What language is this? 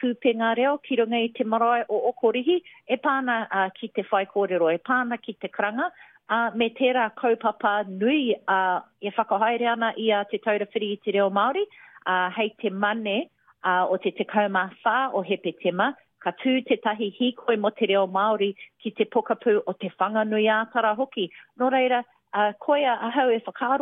Māori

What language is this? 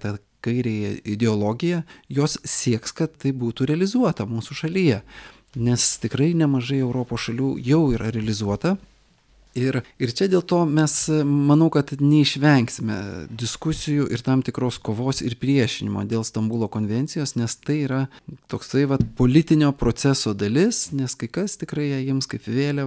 Lithuanian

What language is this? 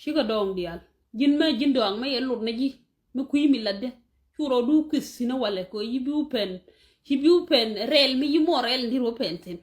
Nuer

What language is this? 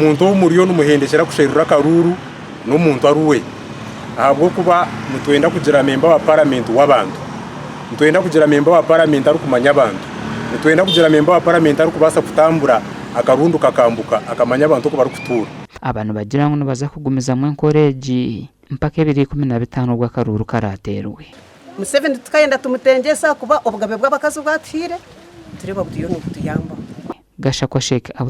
Nyankole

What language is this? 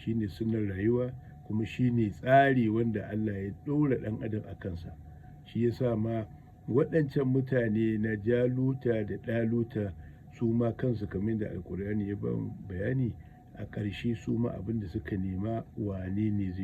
Hausa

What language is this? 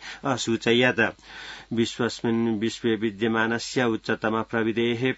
Sanskrit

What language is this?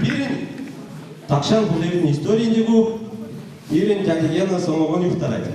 Chuvash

